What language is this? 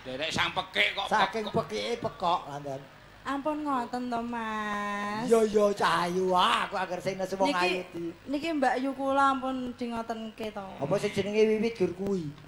Javanese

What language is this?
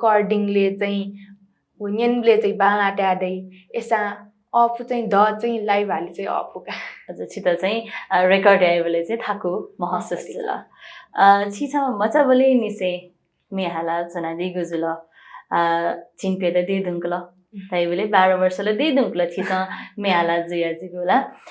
Newari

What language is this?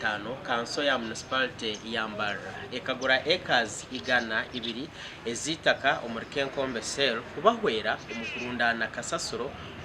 Nyankole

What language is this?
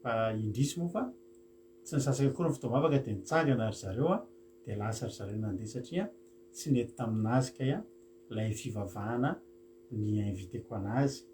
Malagasy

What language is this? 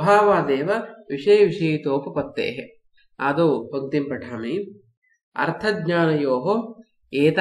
Sanskrit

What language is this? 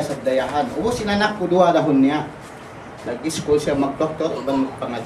Tausug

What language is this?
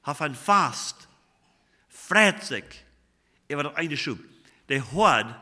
Plautdietsch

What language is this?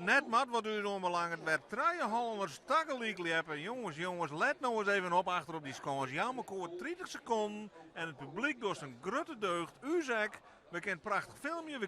Western Frisian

